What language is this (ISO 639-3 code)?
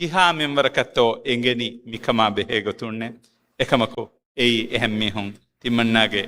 div